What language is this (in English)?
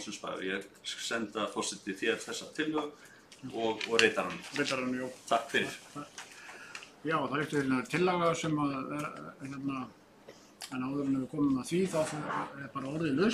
Icelandic